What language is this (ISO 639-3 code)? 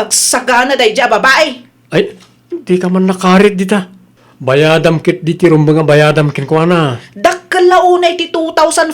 ilo